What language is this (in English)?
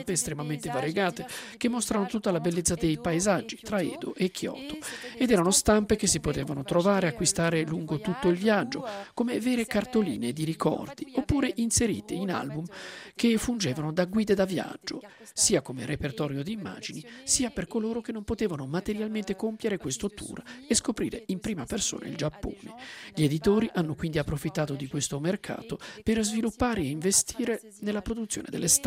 Italian